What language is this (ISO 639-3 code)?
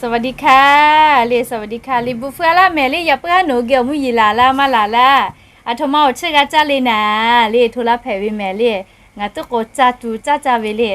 lhu